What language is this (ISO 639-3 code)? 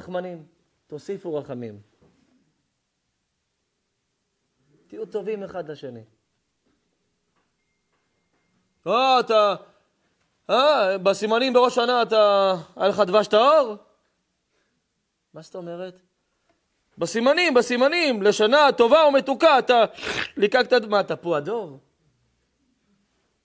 heb